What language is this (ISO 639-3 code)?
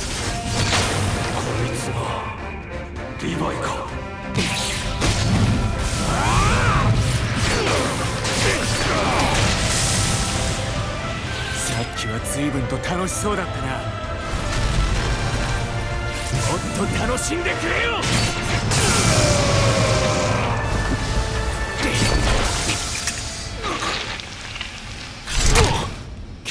jpn